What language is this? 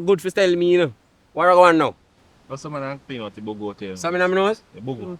Jamaican Creole English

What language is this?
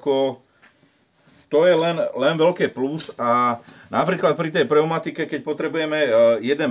Slovak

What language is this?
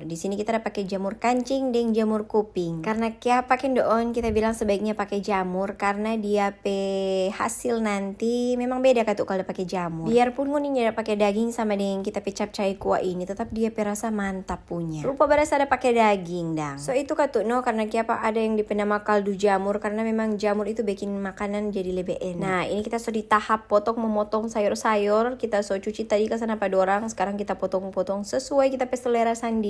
Manado Malay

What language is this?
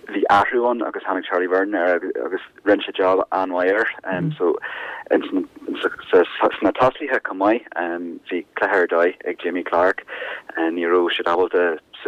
Irish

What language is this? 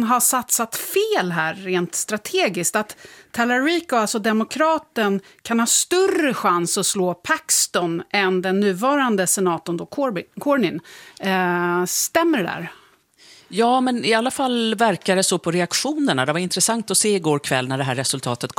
Swedish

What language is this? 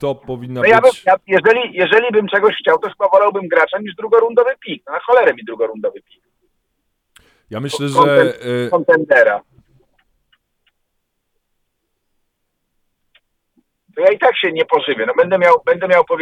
Polish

